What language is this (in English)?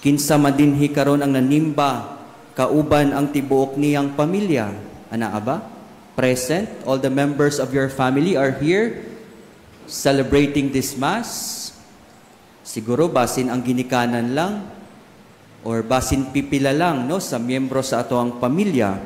Cebuano